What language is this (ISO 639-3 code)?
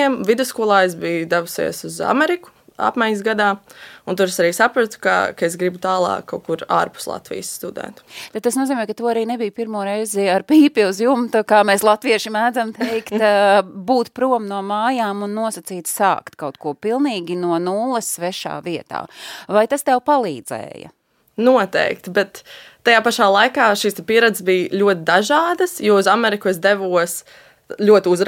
lav